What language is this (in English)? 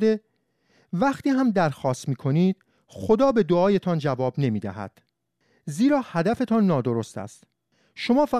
Persian